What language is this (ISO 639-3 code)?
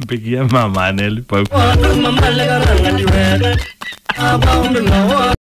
kam